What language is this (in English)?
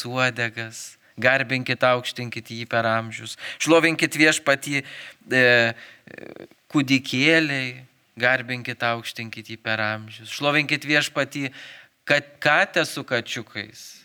Lithuanian